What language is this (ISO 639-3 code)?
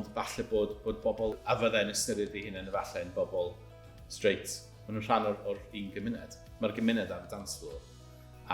cym